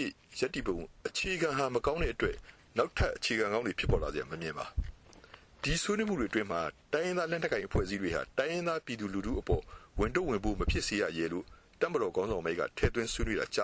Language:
Burmese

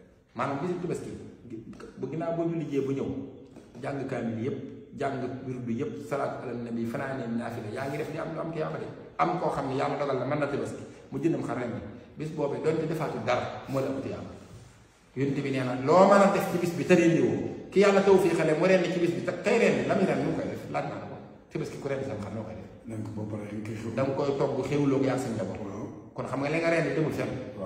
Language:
Wolof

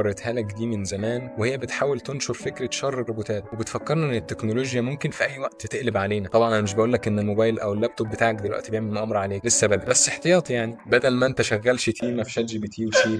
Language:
Egyptian Arabic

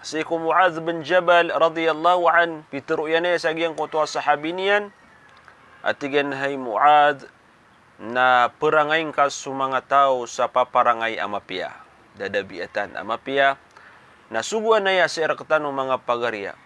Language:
Maranao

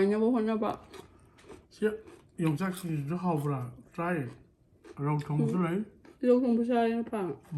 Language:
Manipuri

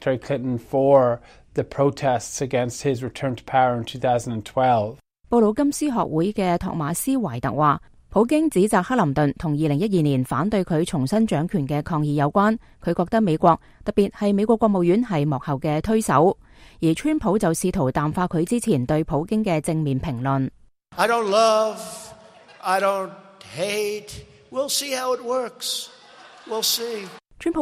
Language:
Cantonese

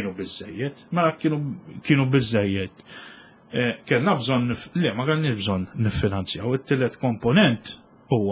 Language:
Maltese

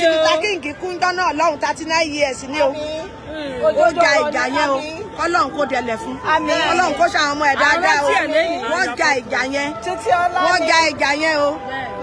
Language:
Yoruba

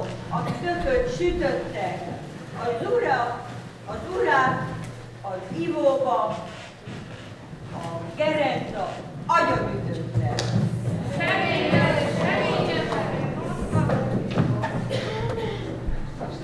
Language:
Hungarian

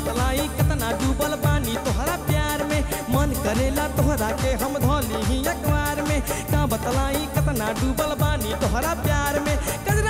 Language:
Bhojpuri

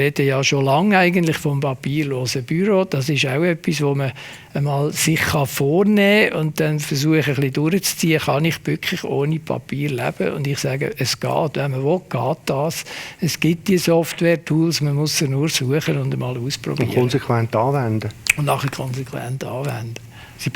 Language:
Swiss German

